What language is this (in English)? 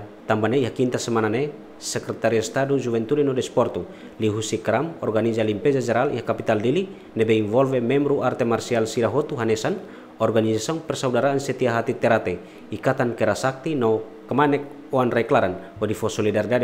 Tetum